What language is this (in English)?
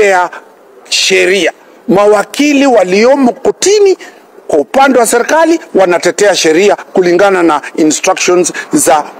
Swahili